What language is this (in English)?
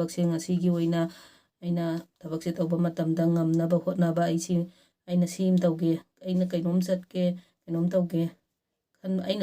Manipuri